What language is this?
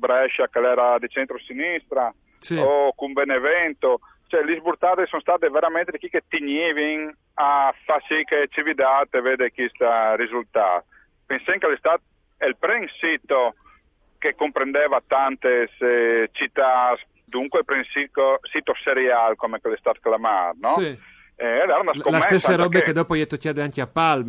Friulian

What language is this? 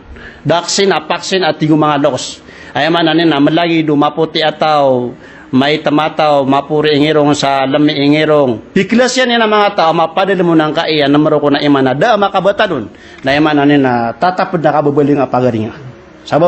Maranao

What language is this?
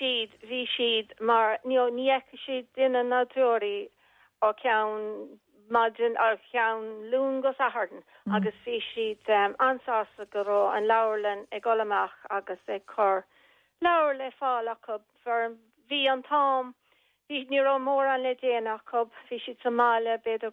Irish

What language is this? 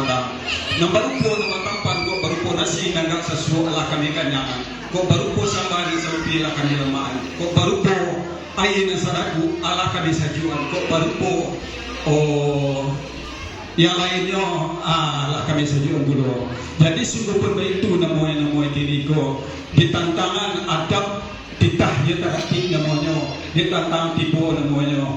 Minangkabau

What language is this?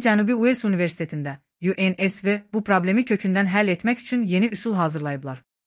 Azerbaijani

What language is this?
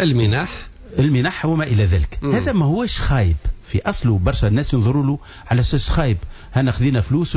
Tunisian Arabic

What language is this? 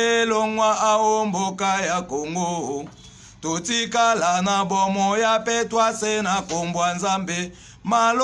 Lingala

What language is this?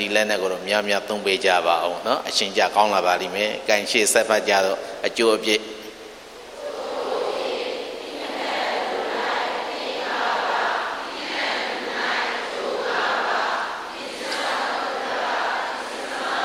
Burmese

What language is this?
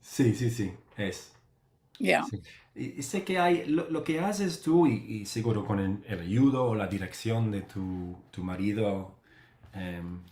Ladino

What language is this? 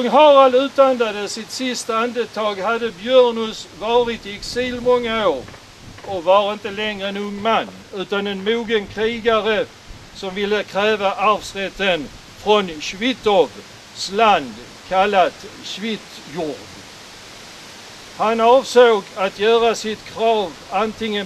Swedish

